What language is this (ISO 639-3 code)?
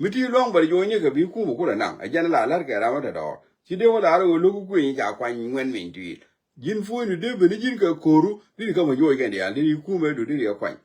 nus